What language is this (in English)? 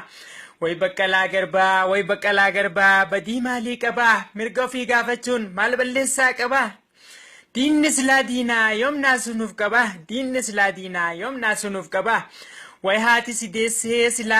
Oromo